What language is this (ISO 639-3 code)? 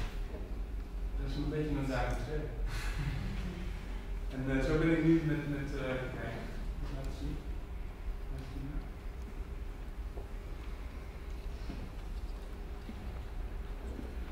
nld